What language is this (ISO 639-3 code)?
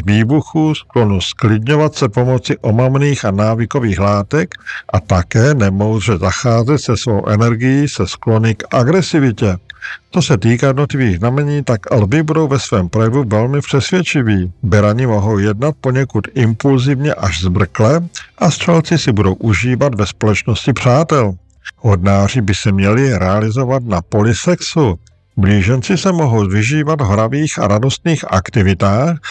ces